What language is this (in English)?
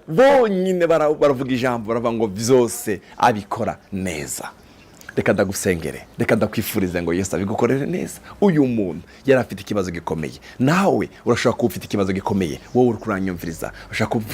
Rundi